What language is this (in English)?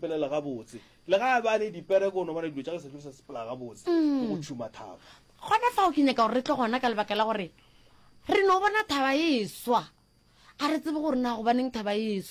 Northern Sotho